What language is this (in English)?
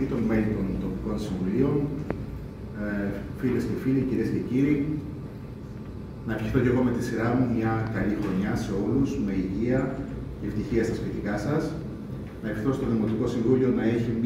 Greek